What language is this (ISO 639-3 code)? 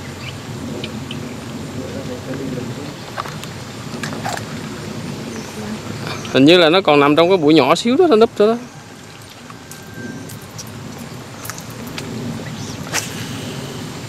vie